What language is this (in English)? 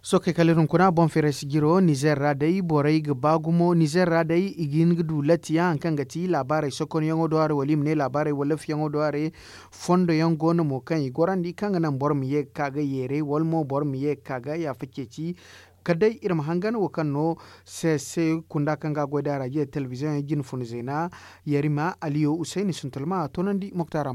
Zarma